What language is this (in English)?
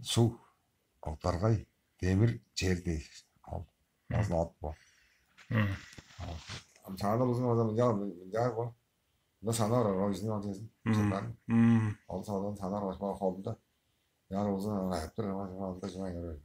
Tuvinian